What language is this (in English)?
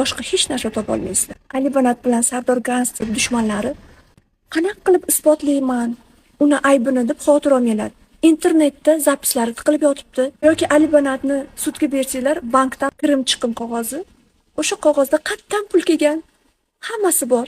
Uzbek